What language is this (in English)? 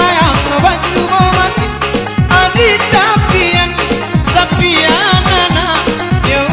Minangkabau